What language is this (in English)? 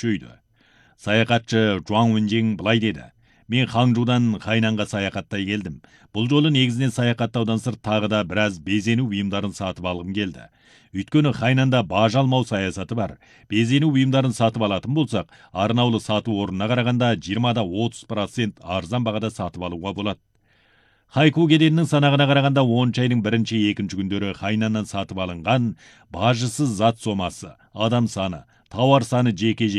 Kazakh